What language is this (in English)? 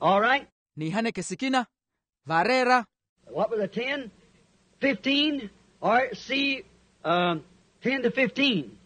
Makhuwa